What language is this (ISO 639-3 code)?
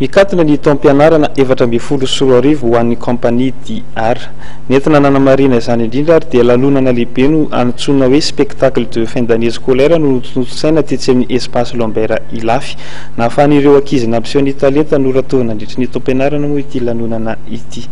mlg